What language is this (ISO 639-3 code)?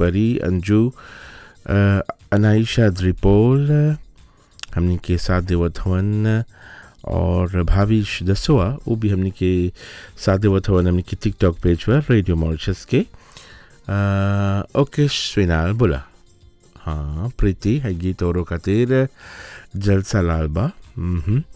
bho